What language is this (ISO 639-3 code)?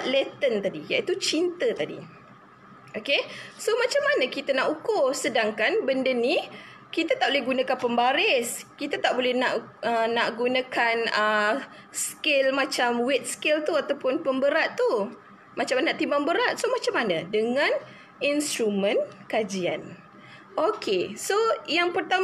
msa